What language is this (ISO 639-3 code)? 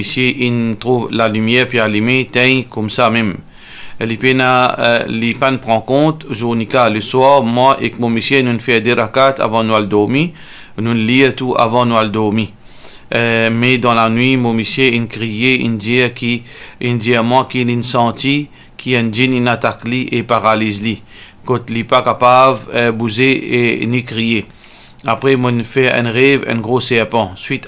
mfe